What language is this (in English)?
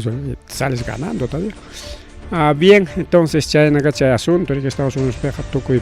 Ayacucho Quechua